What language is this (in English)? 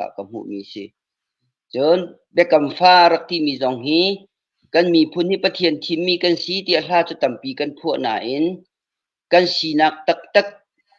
Hakha Chin